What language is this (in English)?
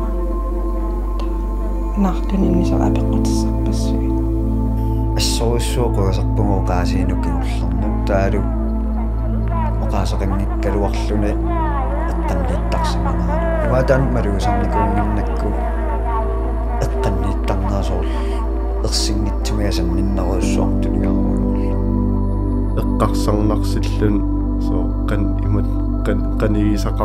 Kalaallisut